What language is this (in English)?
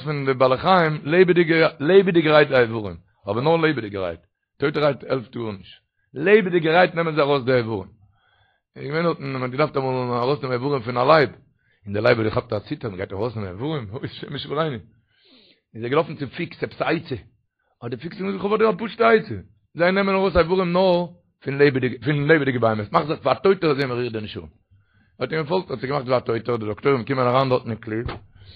Yiddish